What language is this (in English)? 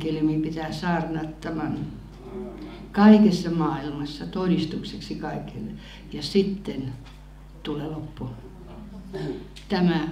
Finnish